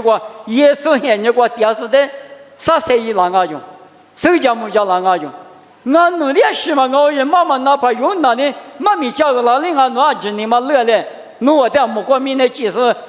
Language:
Lisu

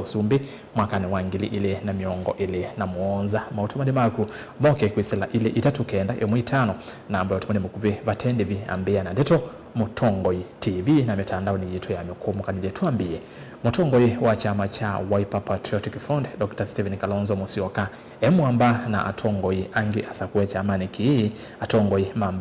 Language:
Kamba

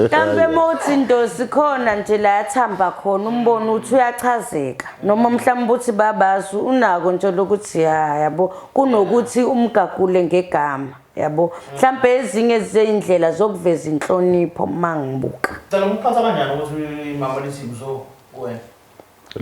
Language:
Zulu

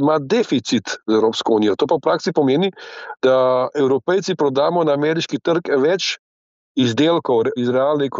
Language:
Slovenian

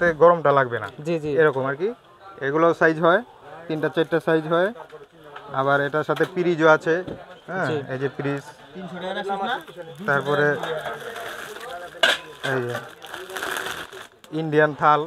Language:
Bangla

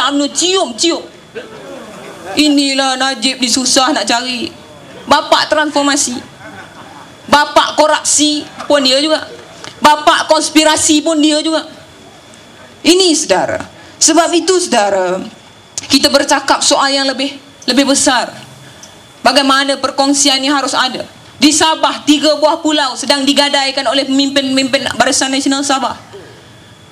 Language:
Malay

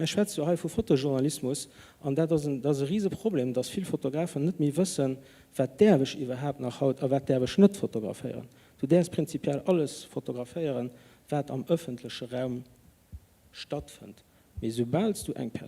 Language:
Luxembourgish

